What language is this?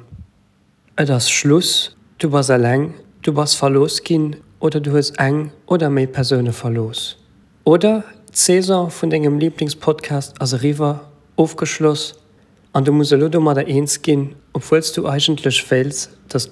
Luxembourgish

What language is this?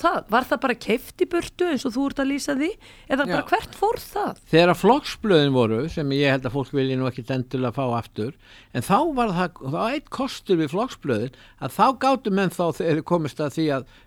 Icelandic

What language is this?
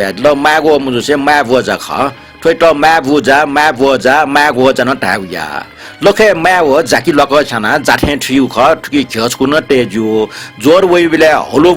Newari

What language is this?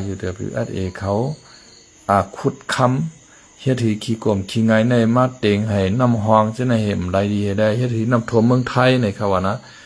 Shan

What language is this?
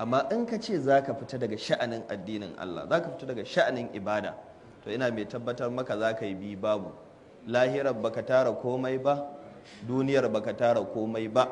Hausa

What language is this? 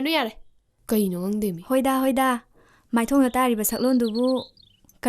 Manipuri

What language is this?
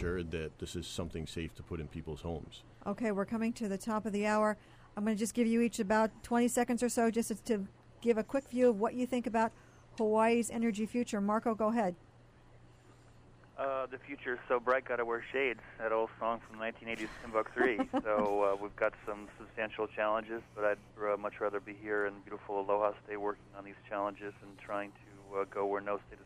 English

